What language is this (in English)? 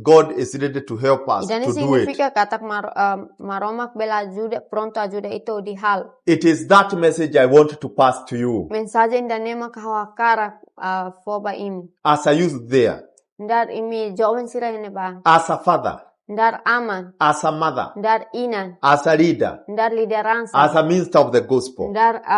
Tetum